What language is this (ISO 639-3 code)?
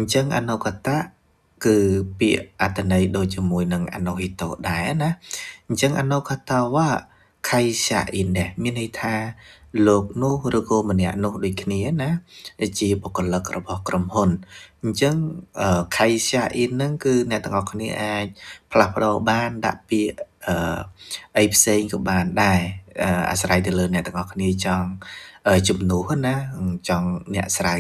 khm